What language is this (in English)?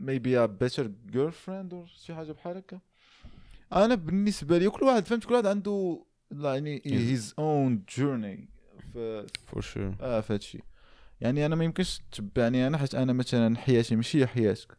Moroccan Arabic